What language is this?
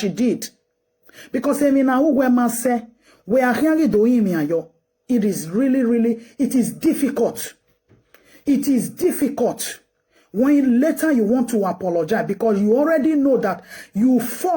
Nigerian Pidgin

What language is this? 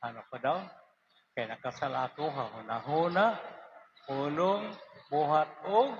Waray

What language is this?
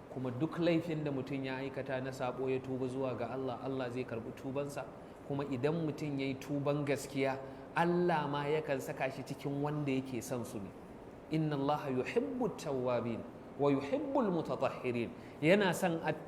Hausa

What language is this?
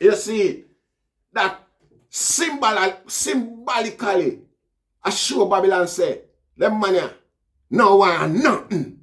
Jamaican Creole English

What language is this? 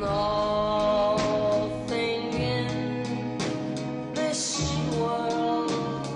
Faroese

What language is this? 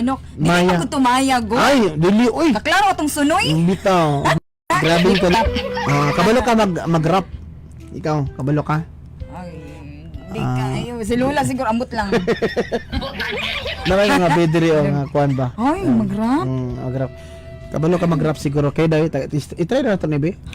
Cebuano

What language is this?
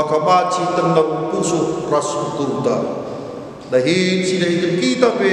Batak Karo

